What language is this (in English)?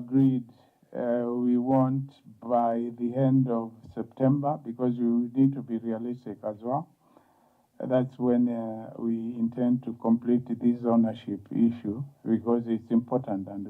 Kamba